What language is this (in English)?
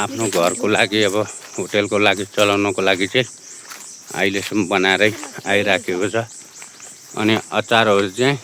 Nepali